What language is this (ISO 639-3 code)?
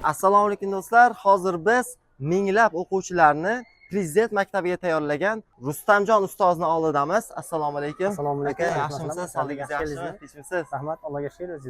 uzb